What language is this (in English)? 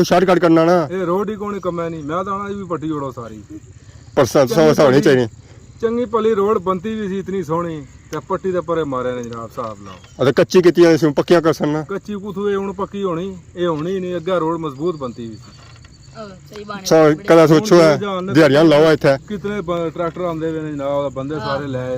Pahari-Potwari